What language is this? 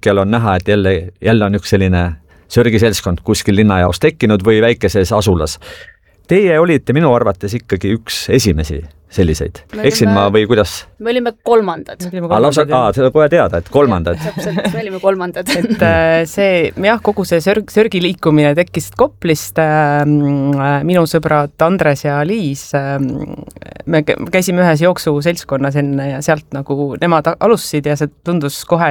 Estonian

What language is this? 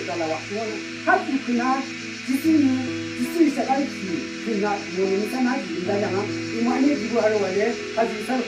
Yimchungru Naga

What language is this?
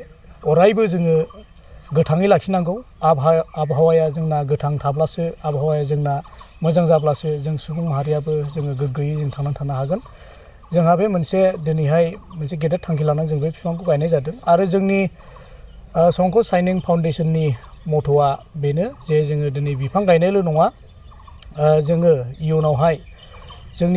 Bodo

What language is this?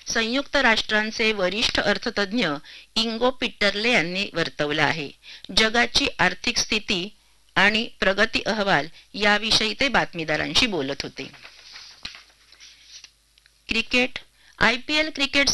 Marathi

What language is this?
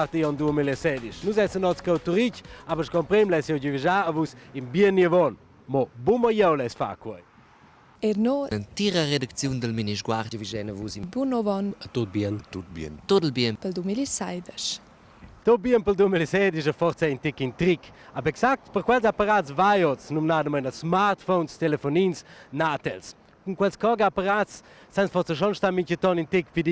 Romansh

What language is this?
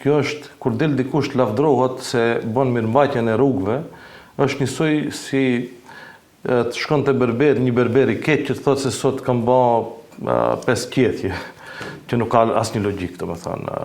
Albanian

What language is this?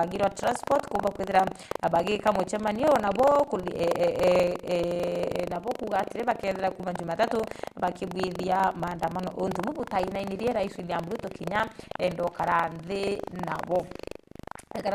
Meru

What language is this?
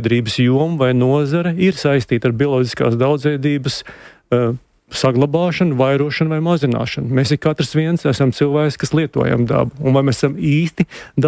Latvian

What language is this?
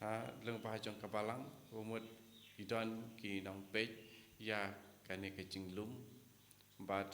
Khasi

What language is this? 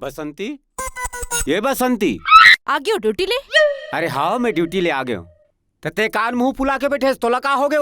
Chhattisgarhi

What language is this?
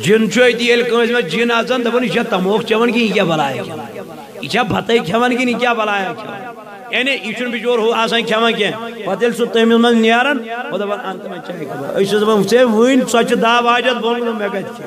Kashmiri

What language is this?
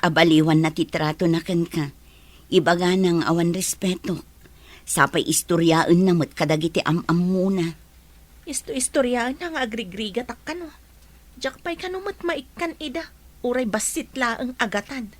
Iloko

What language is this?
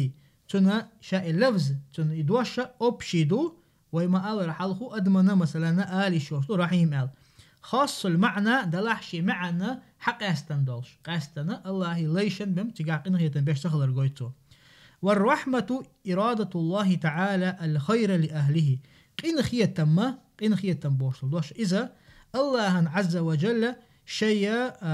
Chechen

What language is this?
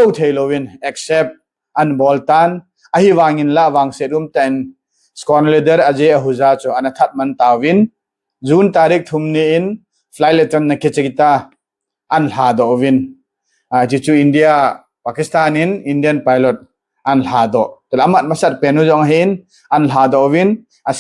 Thado Chin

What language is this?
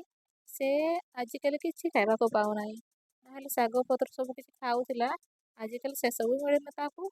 Odia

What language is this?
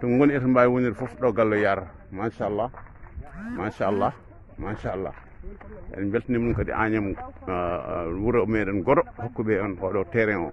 Fula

